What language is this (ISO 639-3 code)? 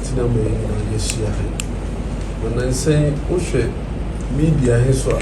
aka